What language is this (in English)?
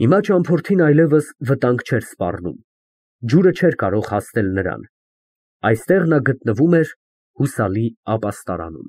Armenian